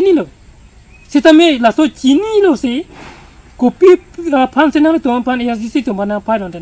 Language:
Karbi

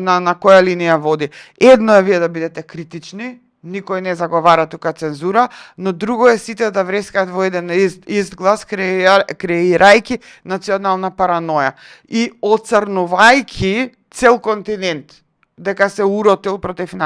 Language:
Macedonian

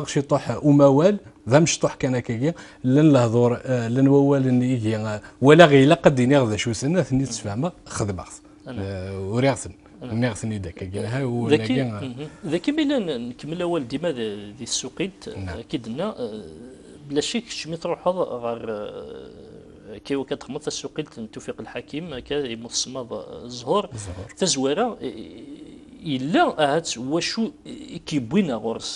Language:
Kabyle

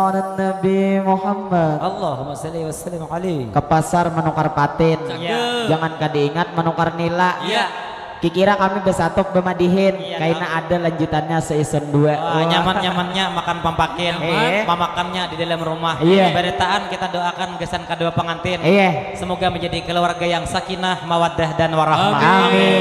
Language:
Banjar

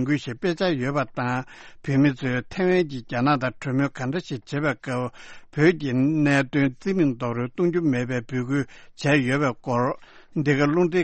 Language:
Tibetan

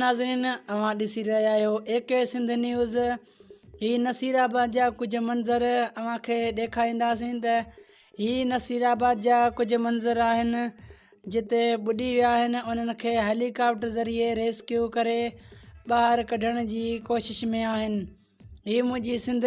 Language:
Sindhi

